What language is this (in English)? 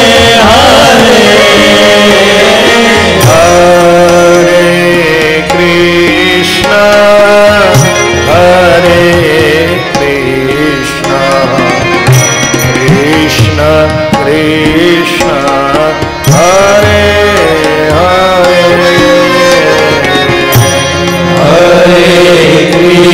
Gujarati